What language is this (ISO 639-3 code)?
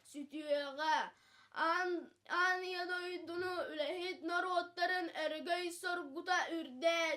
sah